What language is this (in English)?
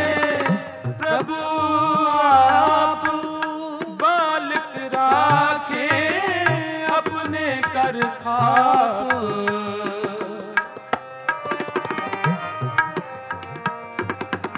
Hindi